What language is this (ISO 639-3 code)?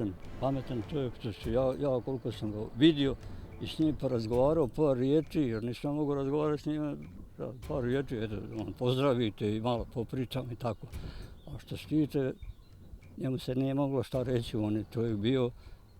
bos